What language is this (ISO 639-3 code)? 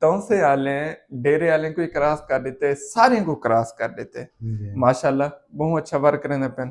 skr